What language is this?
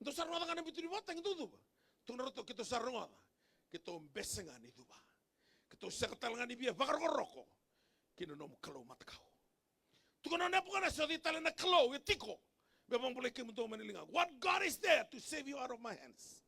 Fijian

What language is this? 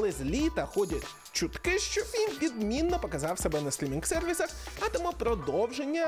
Ukrainian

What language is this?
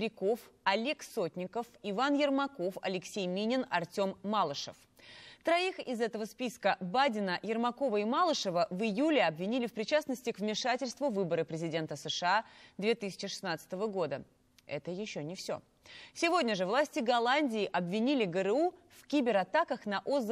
Russian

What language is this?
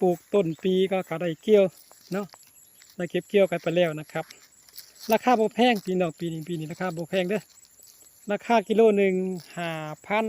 Northeastern Thai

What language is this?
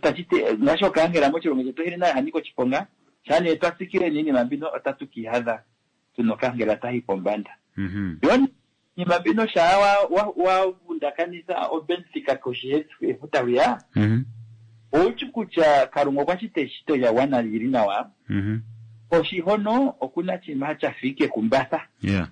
Kuanyama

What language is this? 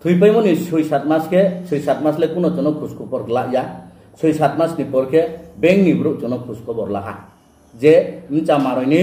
Riang (India)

